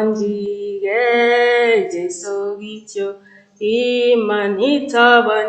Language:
Kalenjin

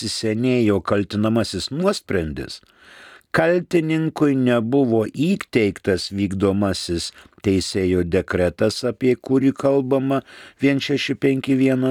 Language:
Lithuanian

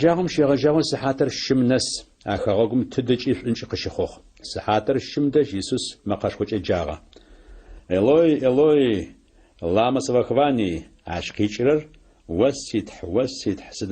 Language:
Adyghe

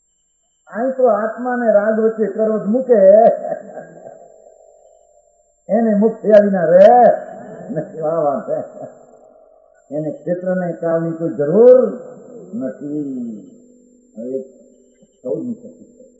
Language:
Gujarati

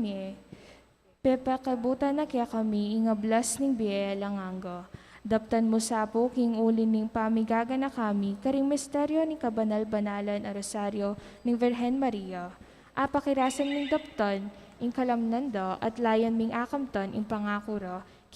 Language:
Pampanga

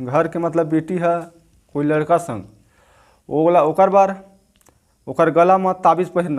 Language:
Chhattisgarhi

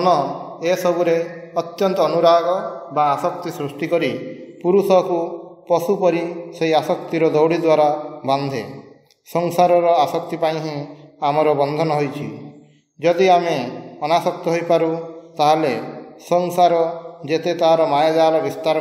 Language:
Odia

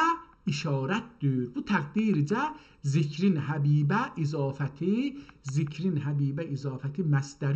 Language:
South Azerbaijani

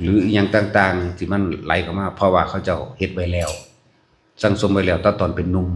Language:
Northeastern Thai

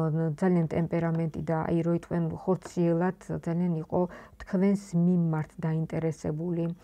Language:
Georgian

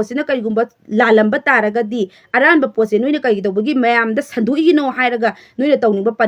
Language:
Manipuri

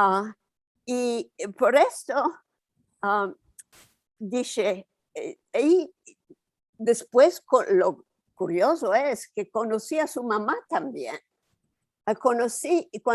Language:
Ladino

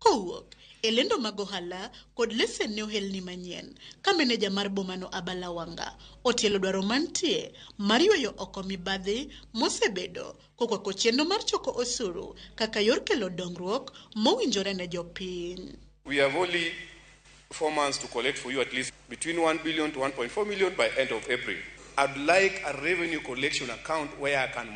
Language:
Luo (Kenya and Tanzania)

